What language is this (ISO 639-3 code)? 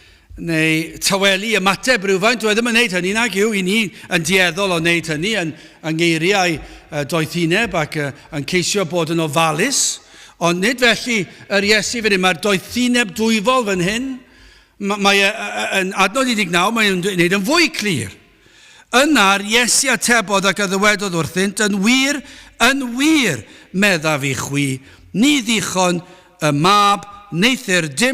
cym